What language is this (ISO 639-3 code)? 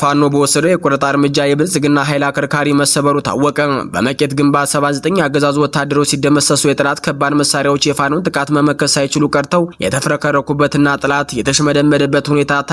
amh